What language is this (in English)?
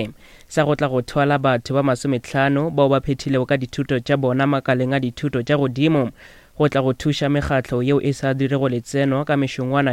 Northern Sotho